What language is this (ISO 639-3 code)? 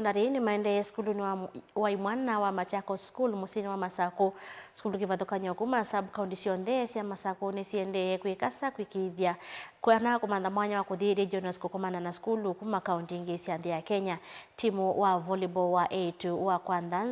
kam